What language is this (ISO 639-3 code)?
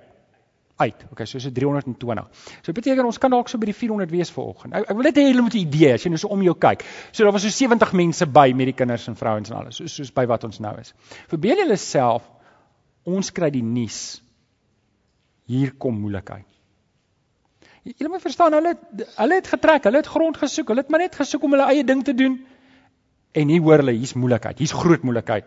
afr